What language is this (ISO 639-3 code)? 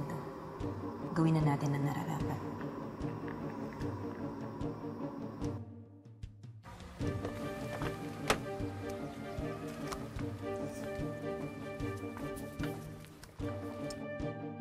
fil